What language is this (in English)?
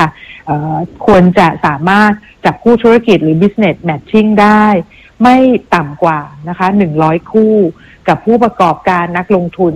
Thai